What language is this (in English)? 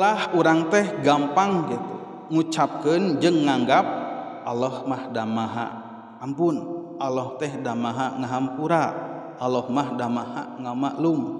Sundanese